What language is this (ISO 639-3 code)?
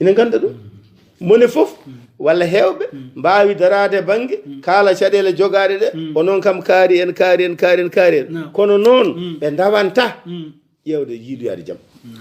ful